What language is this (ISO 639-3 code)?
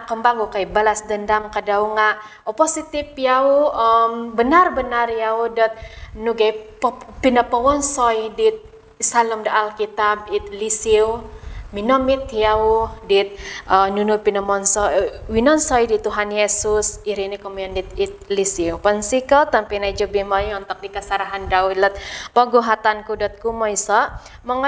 dtp